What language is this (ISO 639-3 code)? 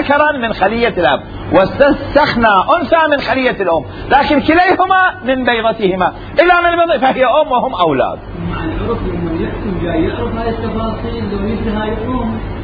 acm